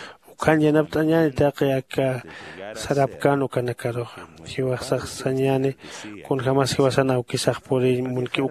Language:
Aymara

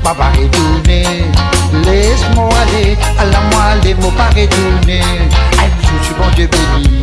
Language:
Morisyen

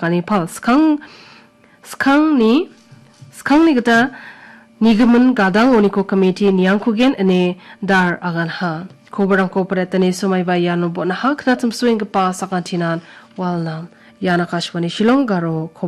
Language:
Garo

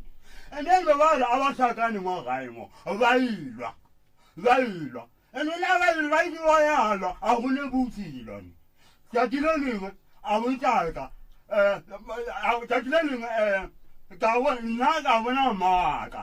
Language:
Northern Sotho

